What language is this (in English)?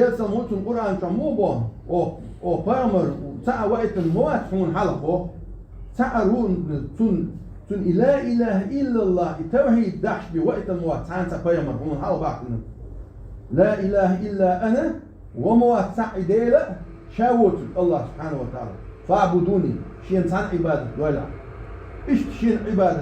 Chechen